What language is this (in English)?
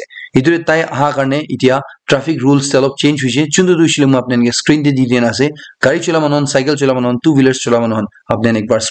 Naga Pidgin